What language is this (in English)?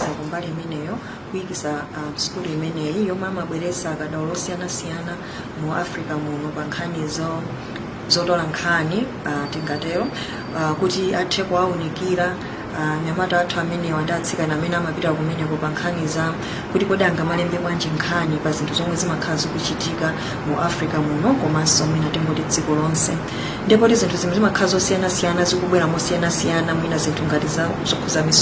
Nyanja